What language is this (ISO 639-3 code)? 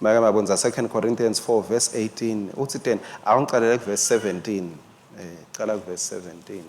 ssw